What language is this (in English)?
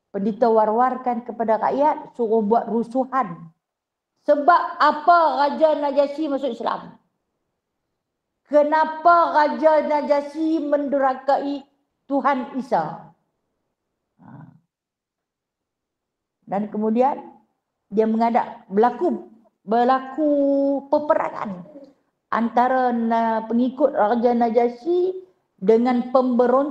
Malay